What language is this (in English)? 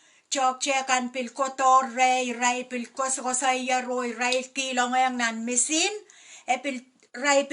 Pohnpeian